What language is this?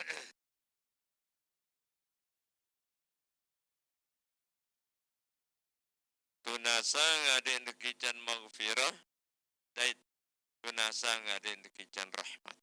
Sasak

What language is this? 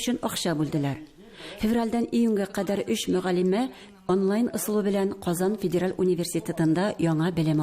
Tatar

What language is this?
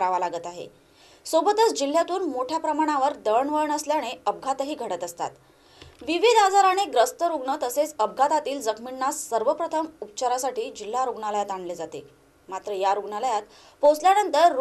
Marathi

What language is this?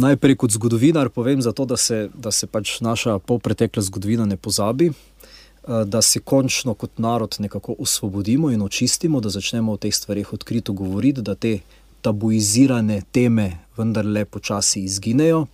Slovenian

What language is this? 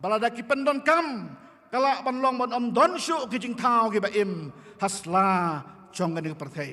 Khasi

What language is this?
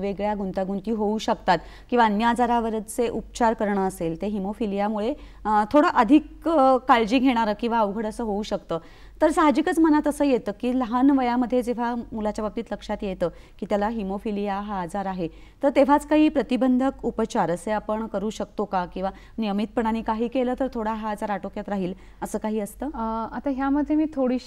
Marathi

